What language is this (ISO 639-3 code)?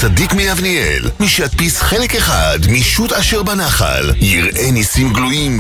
heb